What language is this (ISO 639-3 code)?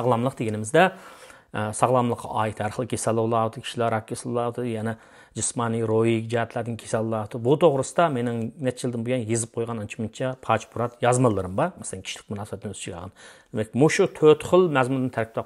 uig